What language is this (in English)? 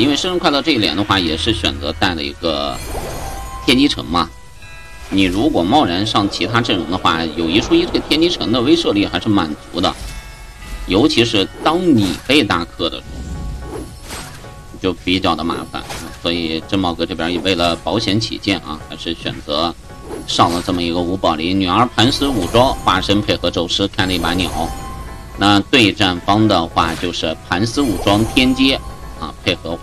Chinese